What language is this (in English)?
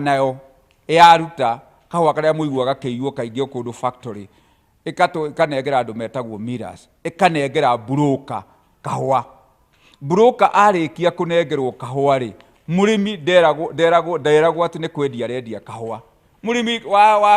Kikuyu